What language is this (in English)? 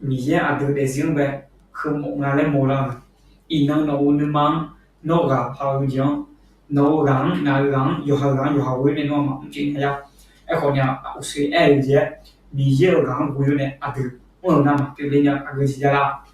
Akha